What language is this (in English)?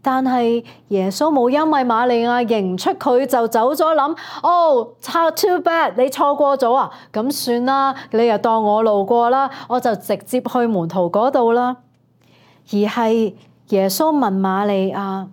Cantonese